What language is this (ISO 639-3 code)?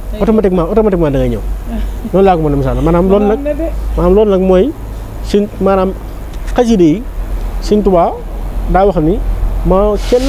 wol